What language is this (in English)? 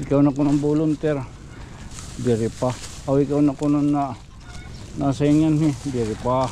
Waray